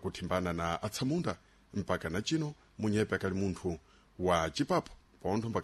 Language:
Sena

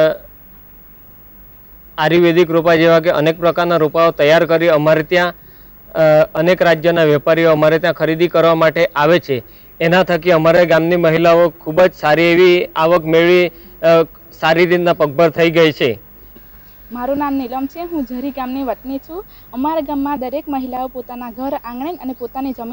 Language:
Gujarati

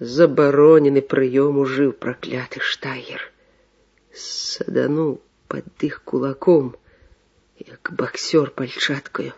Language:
Belarusian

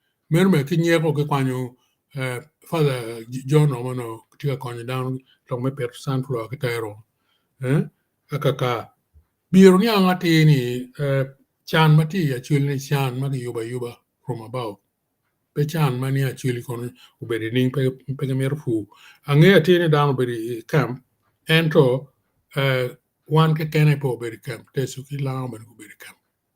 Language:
Acoli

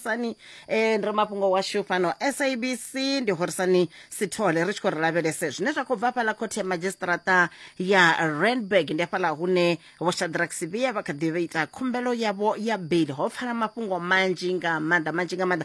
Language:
Venda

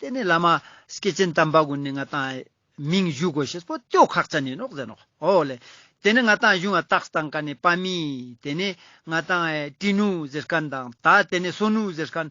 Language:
Ladakhi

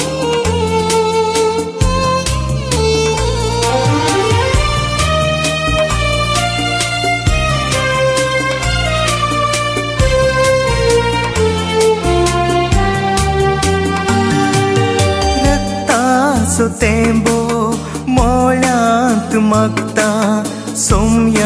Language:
Konkani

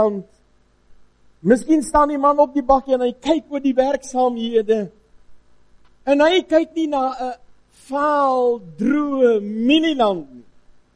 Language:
Afrikaans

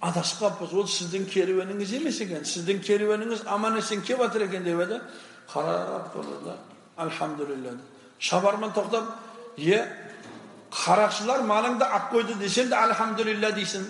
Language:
Kazakh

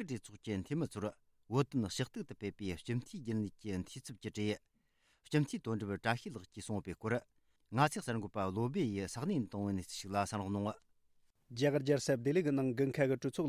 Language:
Tibetan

